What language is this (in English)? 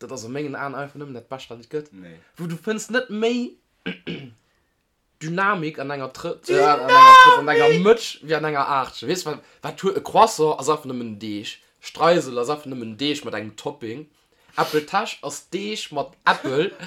Luxembourgish